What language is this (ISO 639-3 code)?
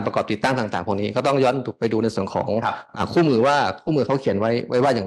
tha